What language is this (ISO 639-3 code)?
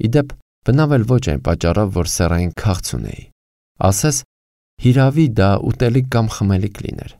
hye